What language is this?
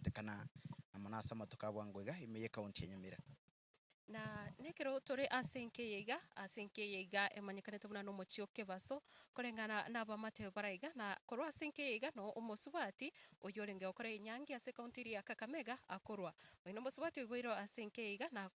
Gusii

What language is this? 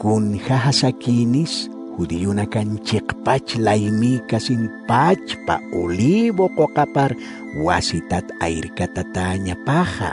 Aymara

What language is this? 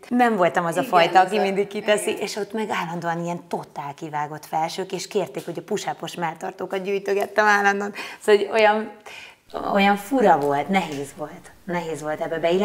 Hungarian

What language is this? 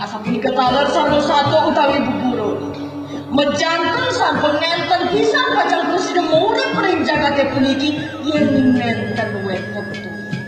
Balinese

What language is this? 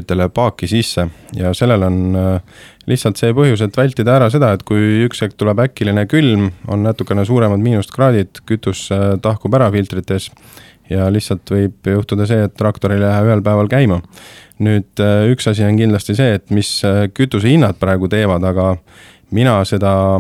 Estonian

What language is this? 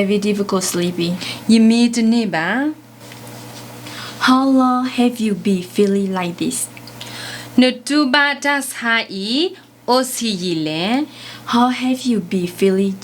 S'gaw Karen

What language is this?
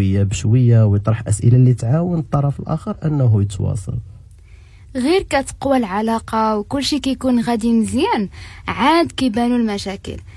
Moroccan Arabic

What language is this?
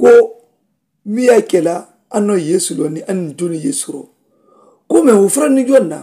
Mandingo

